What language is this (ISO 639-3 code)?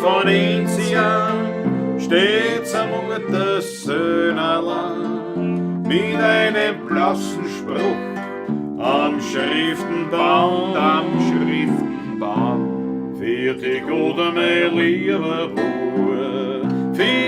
bar